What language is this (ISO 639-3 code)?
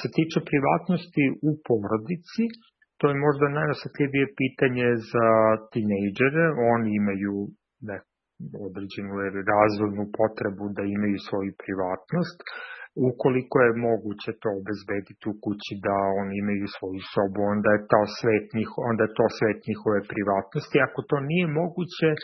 srp